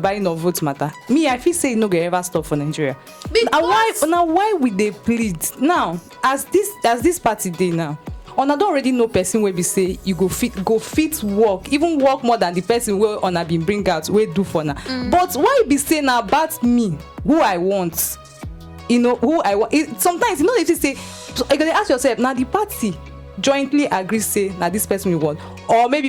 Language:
Nigerian Pidgin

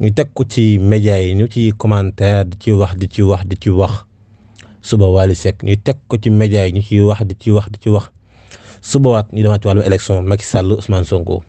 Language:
Wolof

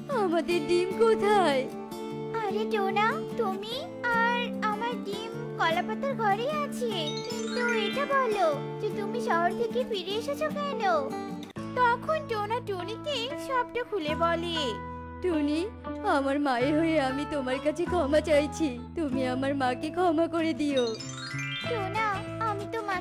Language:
Bangla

